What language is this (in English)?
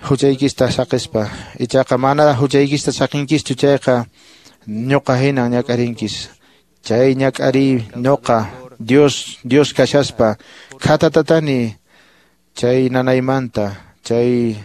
Quechua